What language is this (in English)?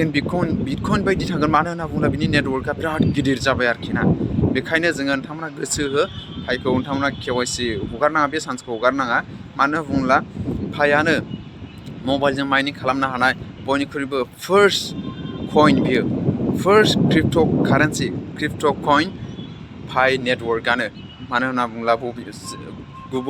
Bodo